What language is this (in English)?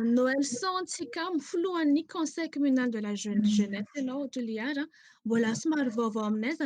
Malagasy